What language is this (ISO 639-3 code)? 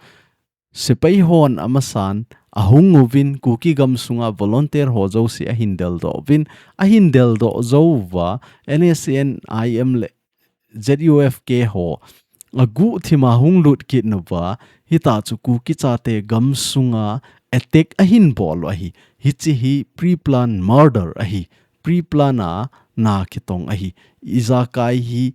tcz